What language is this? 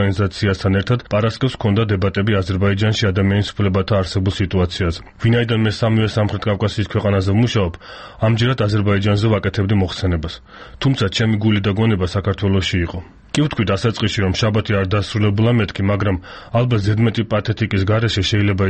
Georgian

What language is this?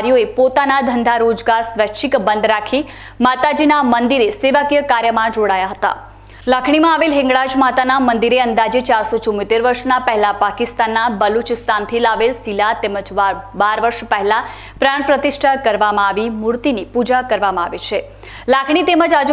Gujarati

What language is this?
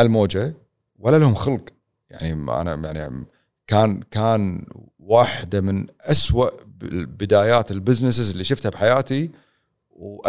Gulf Arabic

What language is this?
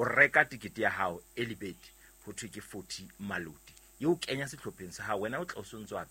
Southern Sotho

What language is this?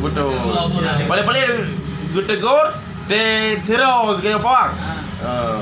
Achinese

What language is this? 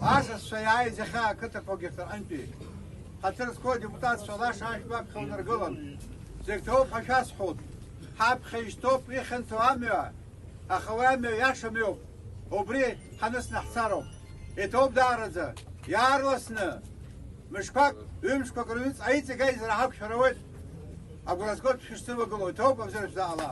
Abkhazian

